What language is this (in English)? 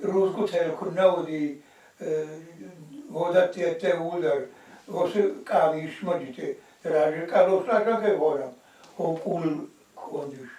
Ossetic